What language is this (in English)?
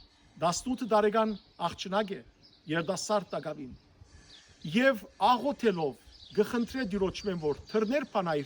Western Armenian